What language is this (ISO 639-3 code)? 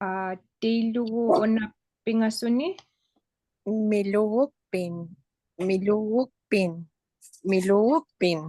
ipk